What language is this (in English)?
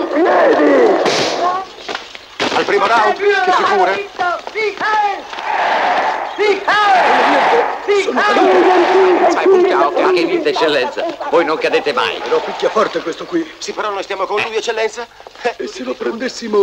Italian